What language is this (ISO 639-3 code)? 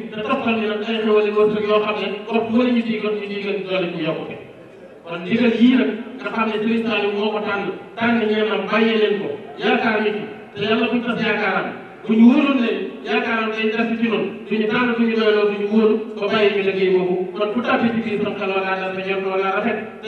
wol